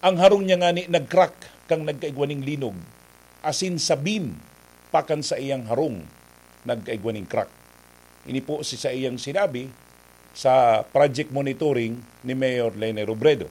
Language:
Bikol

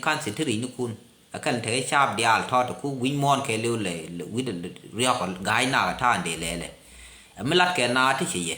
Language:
Nuer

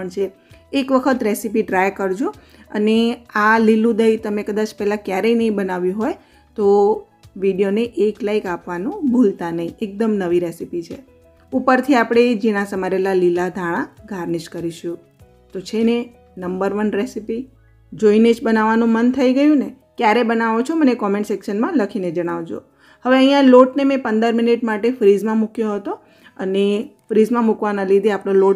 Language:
Gujarati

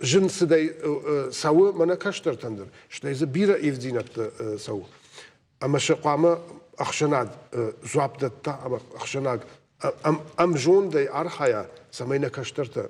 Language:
Ossetic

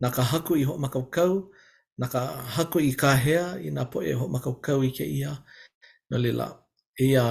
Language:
Hawaiian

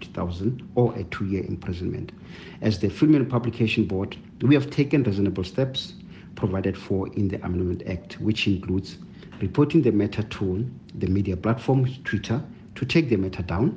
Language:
English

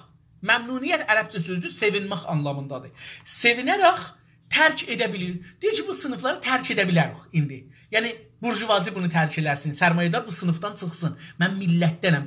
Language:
South Azerbaijani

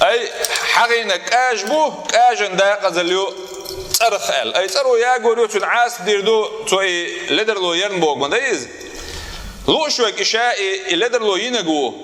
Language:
Chechen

